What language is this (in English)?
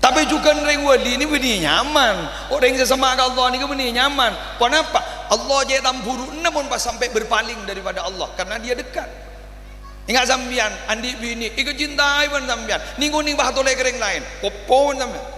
Madurese